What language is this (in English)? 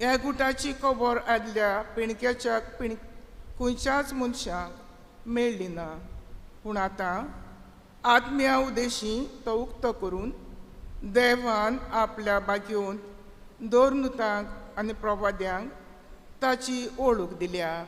Konkani